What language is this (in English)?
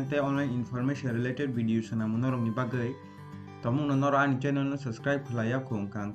Kok Borok